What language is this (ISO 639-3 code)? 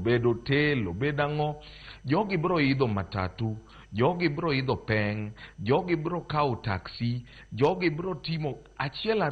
luo